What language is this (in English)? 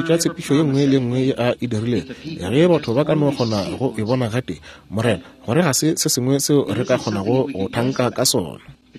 Northern Sotho